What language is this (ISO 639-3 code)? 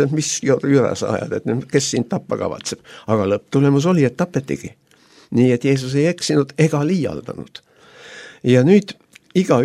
est